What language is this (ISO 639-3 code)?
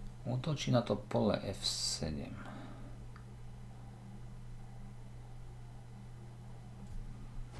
slk